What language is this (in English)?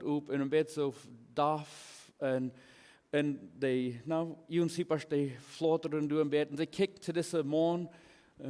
Plautdietsch